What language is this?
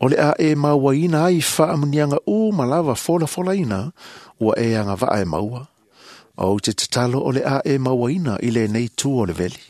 Samoan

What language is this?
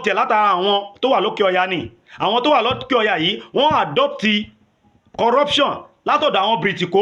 Yoruba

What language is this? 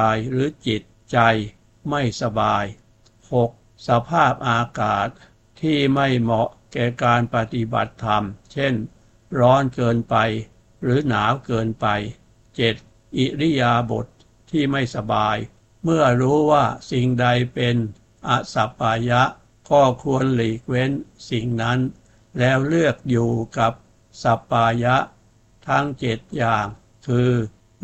Thai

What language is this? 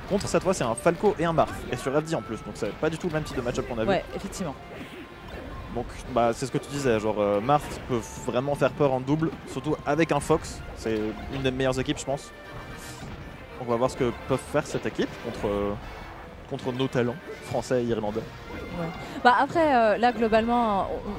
French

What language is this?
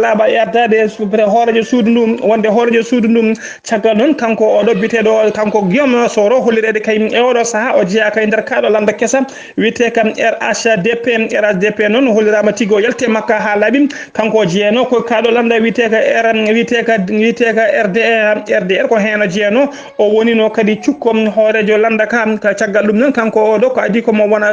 Fula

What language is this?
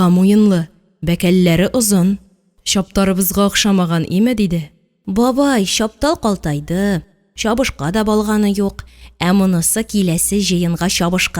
Tatar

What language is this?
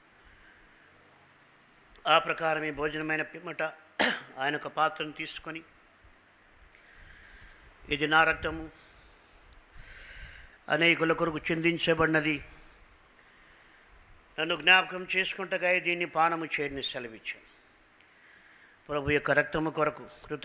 Telugu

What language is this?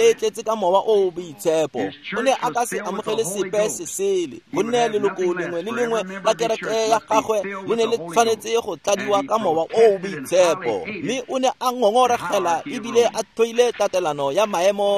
Tswana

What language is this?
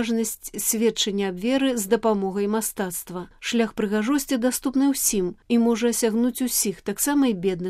Belarusian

